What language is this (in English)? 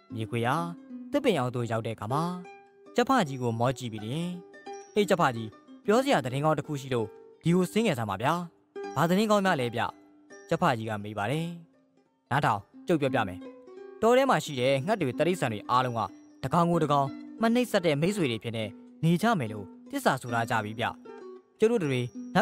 Burmese